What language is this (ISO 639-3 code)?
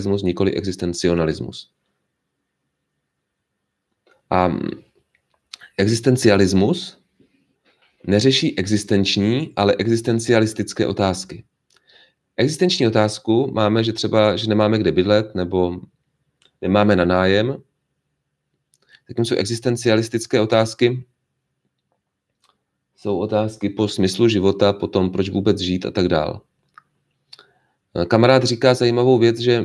ces